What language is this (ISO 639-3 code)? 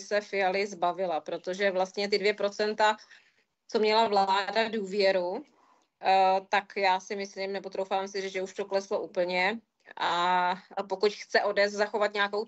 ces